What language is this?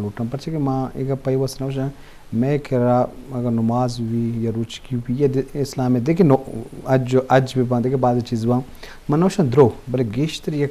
Eastern Balochi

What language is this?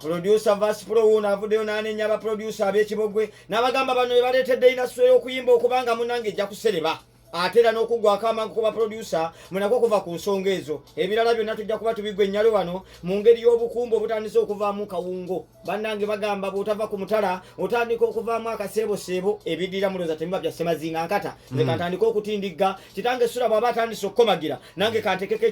Ganda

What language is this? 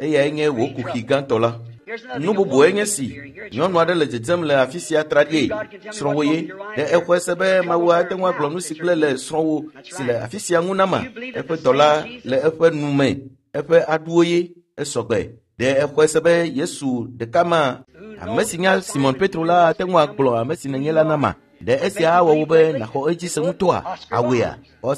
Ewe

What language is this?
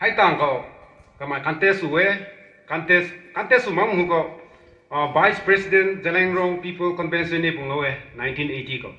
Rongmei Naga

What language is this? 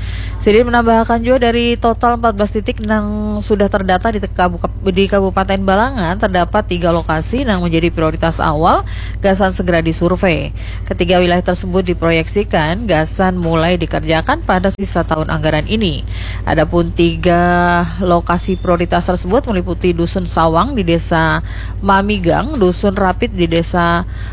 Indonesian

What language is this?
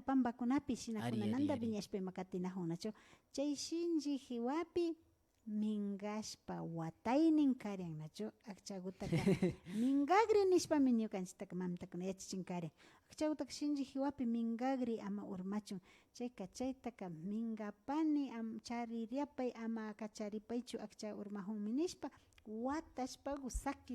Imbabura Highland Quichua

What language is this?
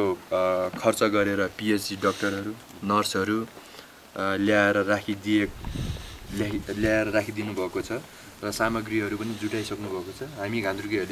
Nepali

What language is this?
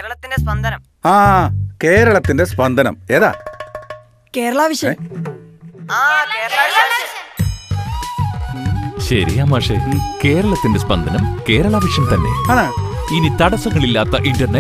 Malayalam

